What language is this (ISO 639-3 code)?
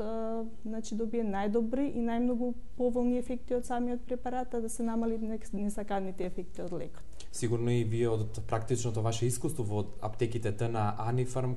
mkd